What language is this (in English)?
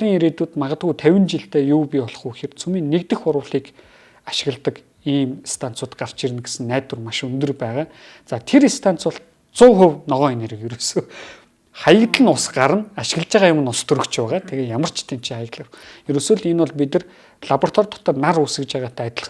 Mongolian